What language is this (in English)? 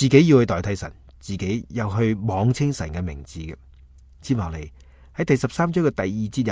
Cantonese